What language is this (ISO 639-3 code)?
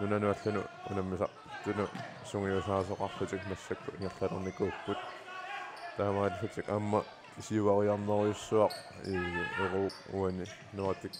kal